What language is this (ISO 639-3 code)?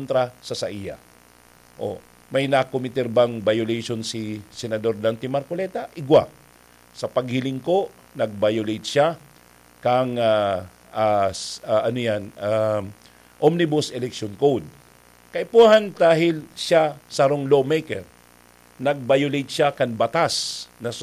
bik